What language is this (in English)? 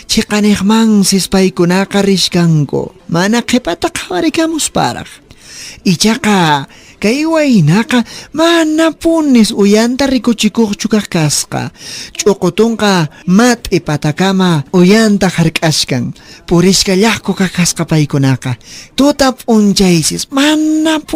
Quechua